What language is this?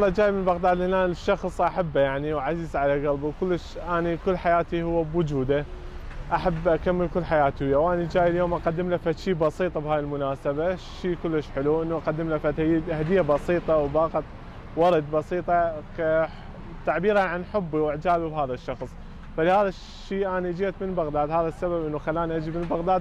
Mesopotamian Arabic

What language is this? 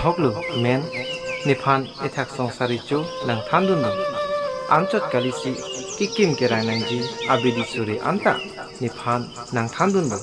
Karbi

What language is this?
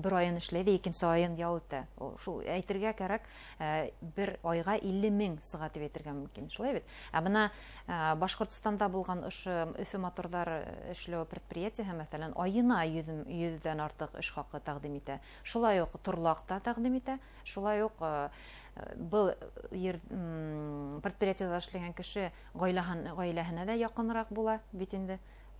Bashkir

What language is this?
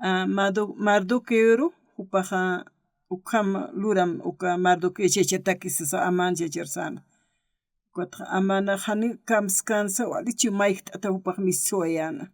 Aymara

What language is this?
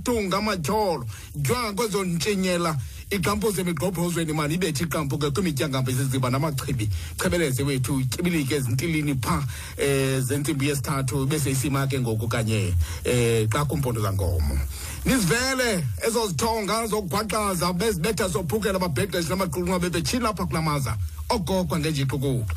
Xhosa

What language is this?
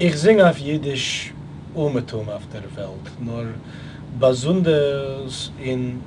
Yiddish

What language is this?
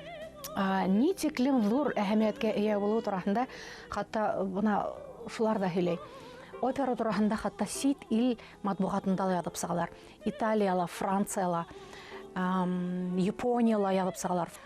Bashkir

